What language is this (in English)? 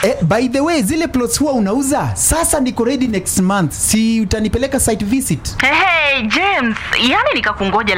Swahili